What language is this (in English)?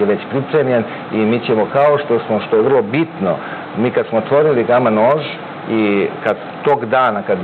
Serbian